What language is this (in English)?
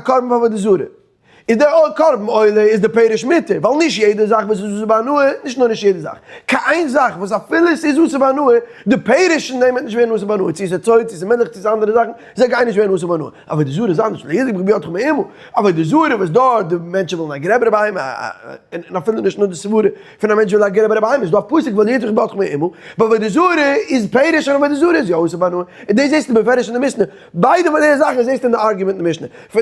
Yiddish